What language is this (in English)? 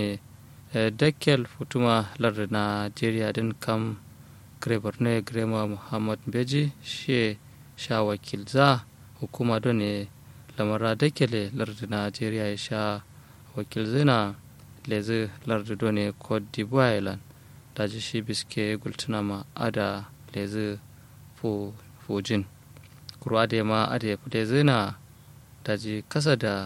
Kanuri